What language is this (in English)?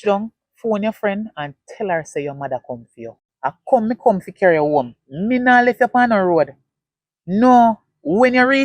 Jamaican Creole English